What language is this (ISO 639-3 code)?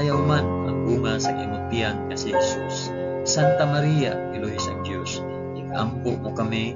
hil